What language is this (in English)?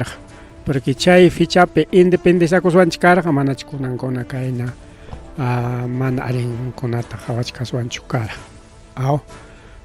Ayacucho Quechua